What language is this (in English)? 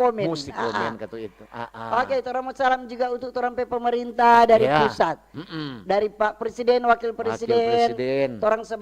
Manado Malay